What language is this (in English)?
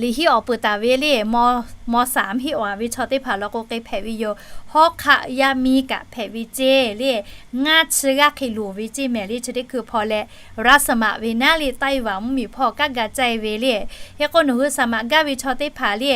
Lahu